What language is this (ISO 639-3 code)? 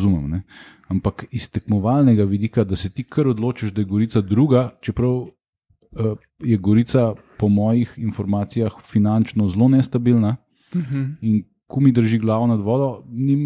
slv